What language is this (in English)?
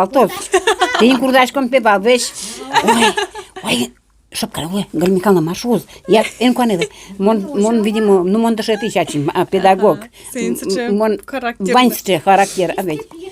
Udmurt